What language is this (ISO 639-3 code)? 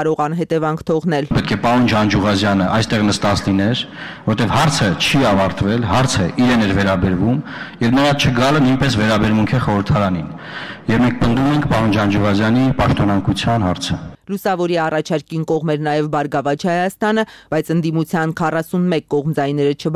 hye